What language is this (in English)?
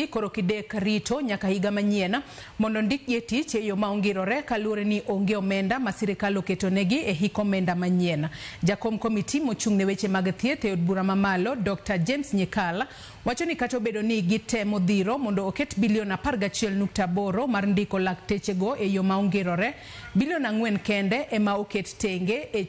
Luo (Kenya and Tanzania)